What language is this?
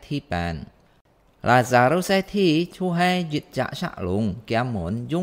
Hakka Chinese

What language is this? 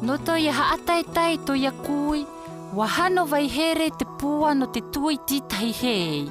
South Marquesan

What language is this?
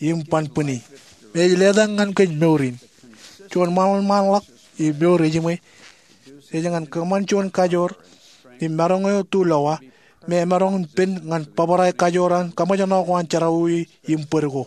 Marshallese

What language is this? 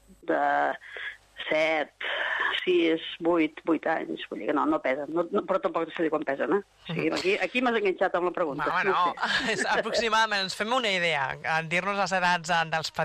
Catalan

